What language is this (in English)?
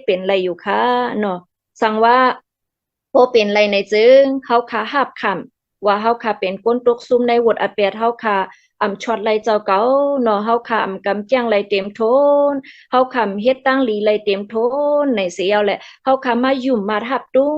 Shan